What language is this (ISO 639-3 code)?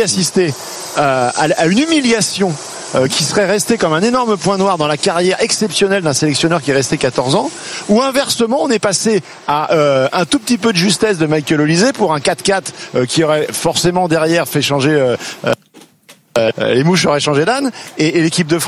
fra